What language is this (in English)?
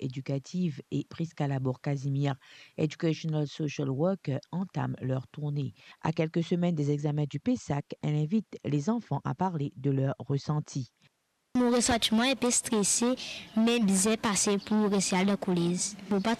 Morisyen